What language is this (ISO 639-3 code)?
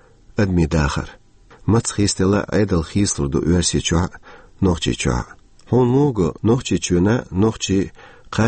che